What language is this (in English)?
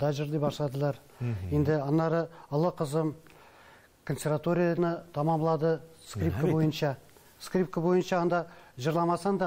Tatar